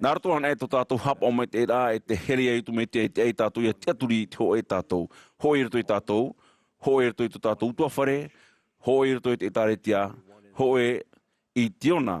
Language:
Tahitian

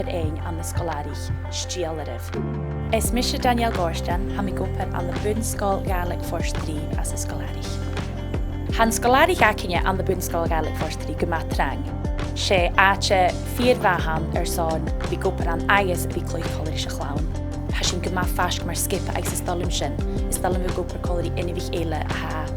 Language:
Scottish Gaelic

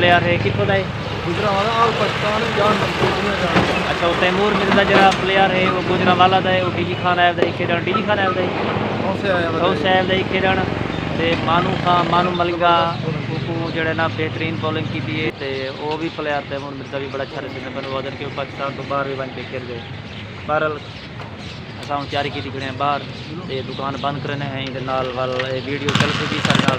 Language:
Saraiki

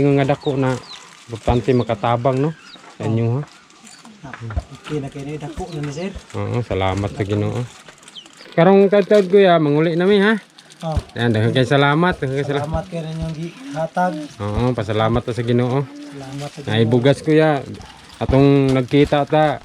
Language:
Cebuano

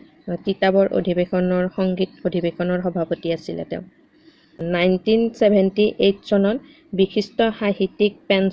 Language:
Assamese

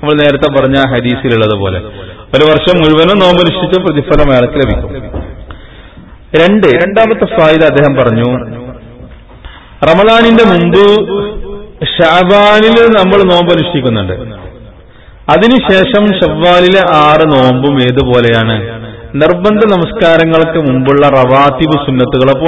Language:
Malayalam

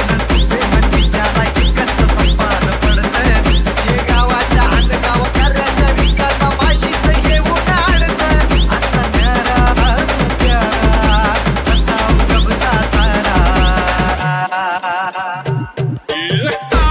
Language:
Marathi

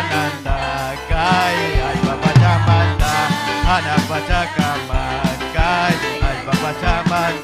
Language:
Ayacucho Quechua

